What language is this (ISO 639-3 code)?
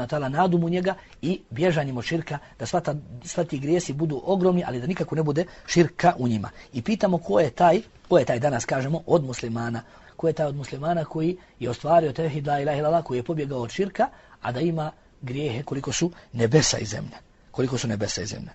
bos